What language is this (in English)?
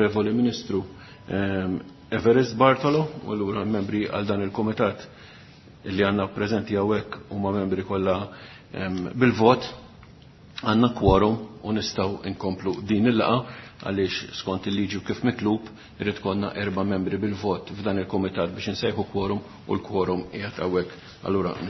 Maltese